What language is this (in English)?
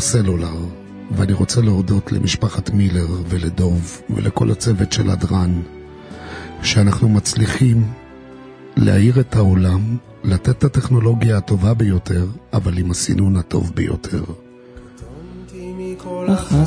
Hebrew